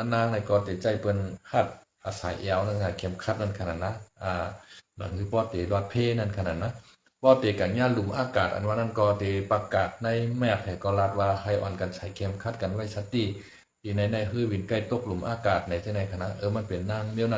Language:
Shan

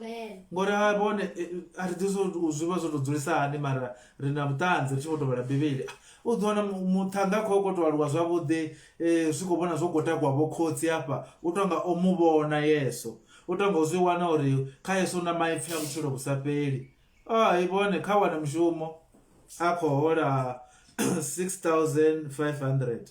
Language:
Venda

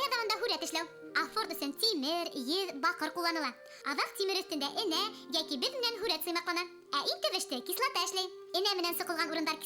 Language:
Bashkir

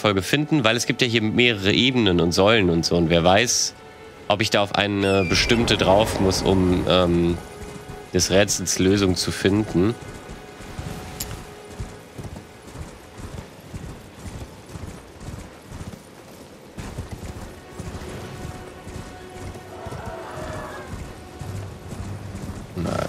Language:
German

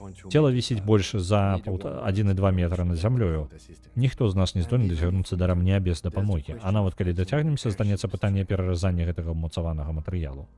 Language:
Belarusian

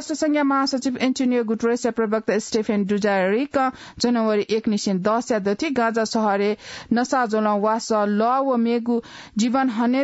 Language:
Newari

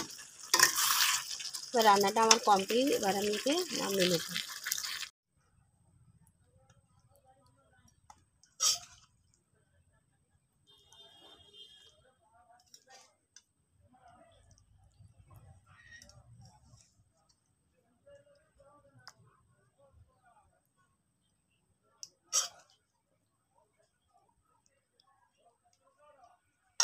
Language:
Bangla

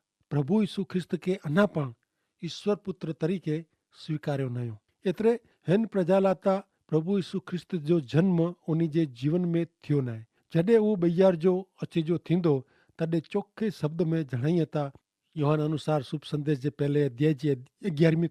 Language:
Kachhi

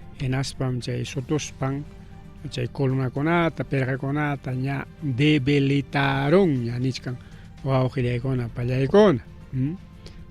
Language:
Ayacucho Quechua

